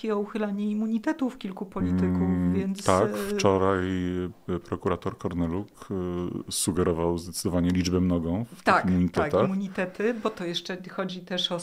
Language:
Polish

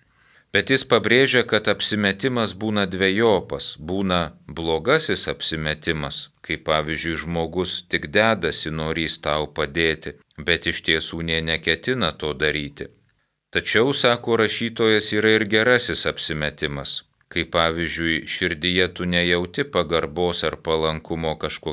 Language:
Lithuanian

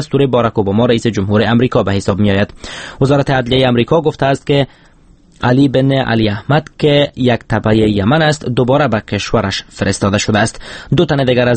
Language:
Persian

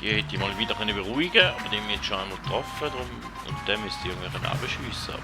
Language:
Swiss German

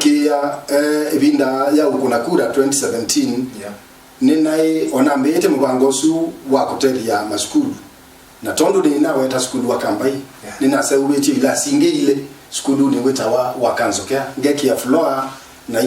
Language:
Kamba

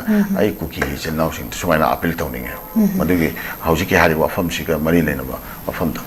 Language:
Manipuri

